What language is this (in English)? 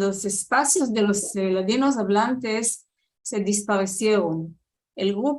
Ladino